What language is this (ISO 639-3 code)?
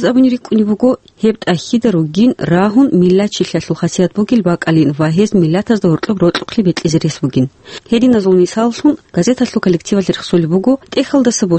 ava